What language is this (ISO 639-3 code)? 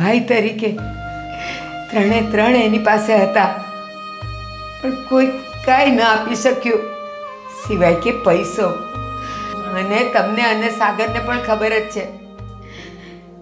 guj